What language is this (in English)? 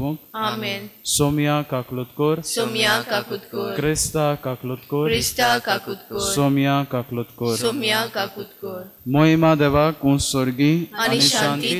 Konkani